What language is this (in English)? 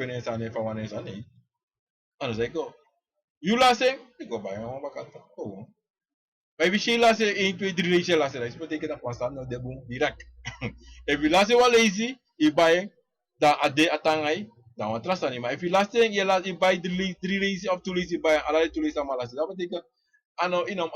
Sranan Tongo